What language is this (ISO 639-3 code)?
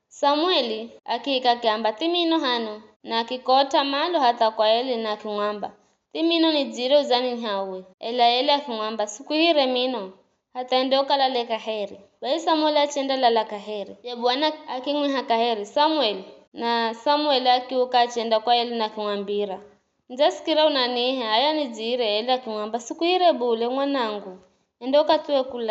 nyf